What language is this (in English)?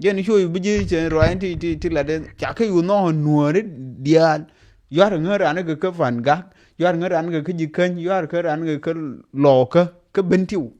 Nuer